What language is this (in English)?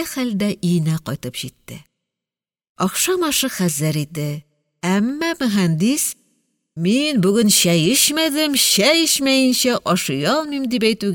Tatar